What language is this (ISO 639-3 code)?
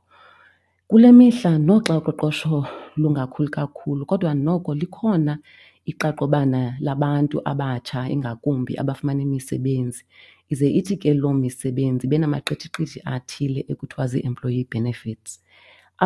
xho